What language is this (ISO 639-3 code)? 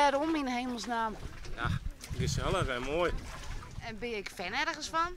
fry